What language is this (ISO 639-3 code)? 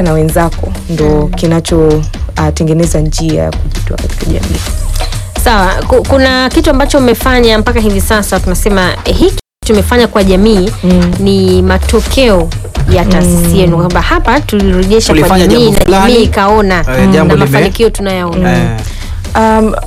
swa